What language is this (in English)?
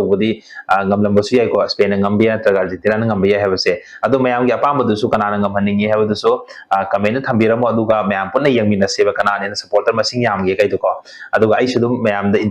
Manipuri